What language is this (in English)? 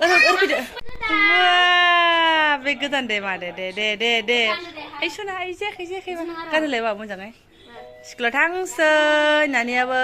Bodo